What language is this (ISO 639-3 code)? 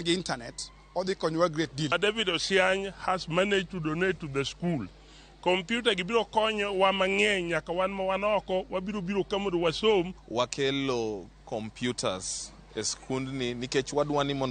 luo